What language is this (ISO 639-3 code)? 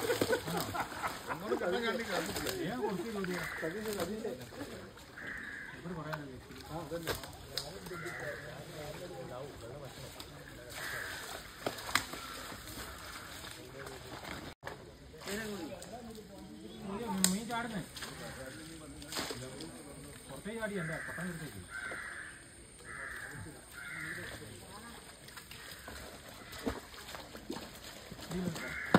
mal